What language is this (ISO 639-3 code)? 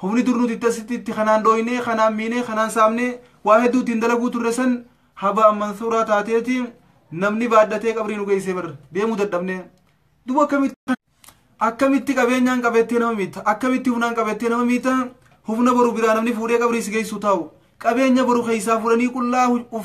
orm